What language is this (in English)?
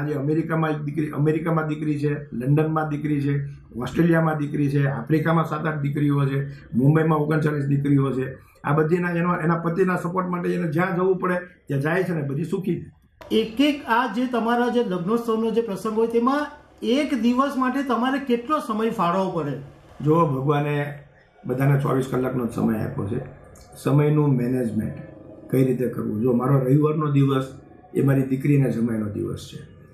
Gujarati